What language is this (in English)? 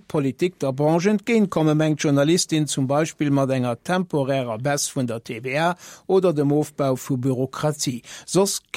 Luxembourgish